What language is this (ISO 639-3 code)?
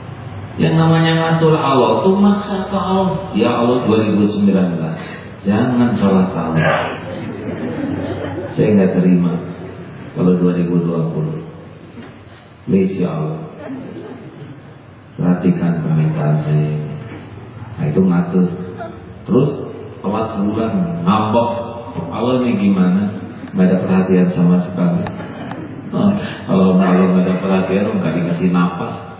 ind